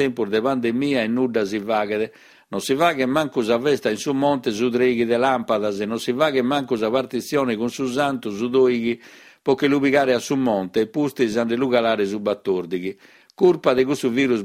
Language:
Sardinian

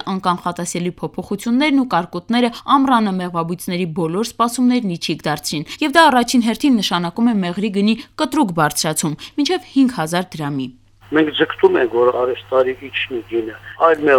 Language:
Armenian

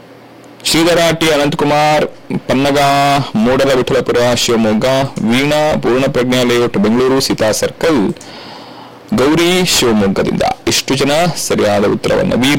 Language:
Kannada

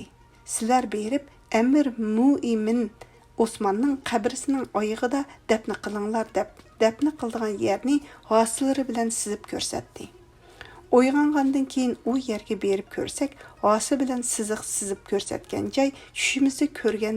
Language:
Uyghur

